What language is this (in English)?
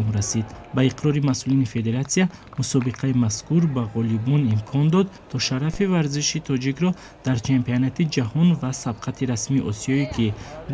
Tajik